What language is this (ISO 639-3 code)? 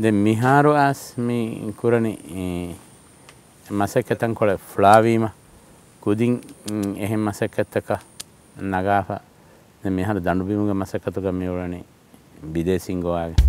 div